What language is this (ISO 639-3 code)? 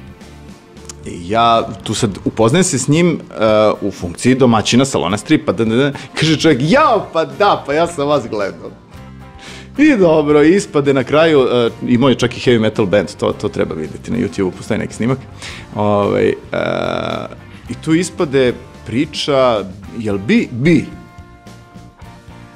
srp